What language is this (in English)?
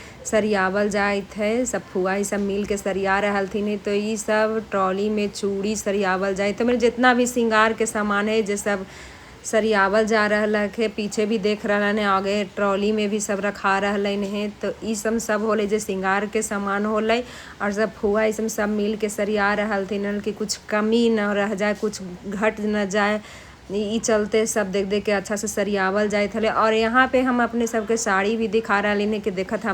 Magahi